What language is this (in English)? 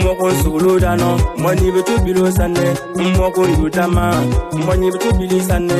Bimoba